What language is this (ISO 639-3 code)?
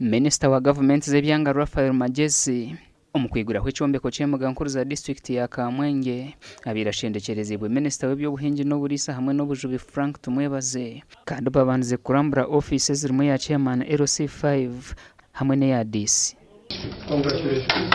nyn